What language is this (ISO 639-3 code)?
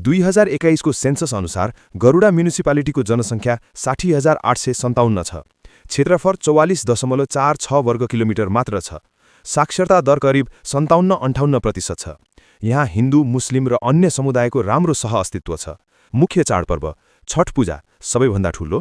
nep